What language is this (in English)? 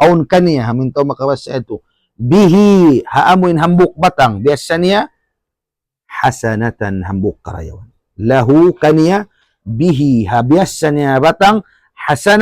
Tausug